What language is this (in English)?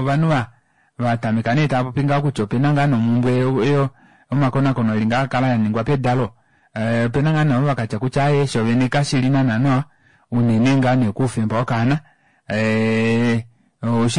Kuanyama